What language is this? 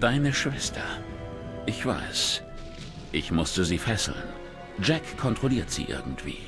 Swiss German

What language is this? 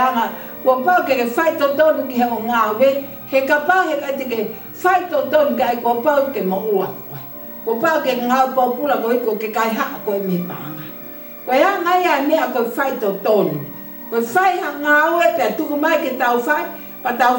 Tongan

